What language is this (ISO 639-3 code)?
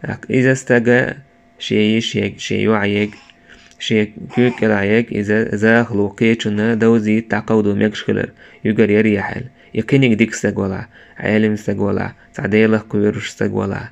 che